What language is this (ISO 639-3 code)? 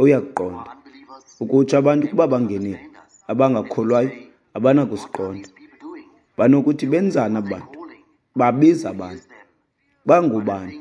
xho